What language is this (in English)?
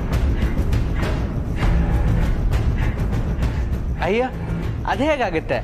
Kannada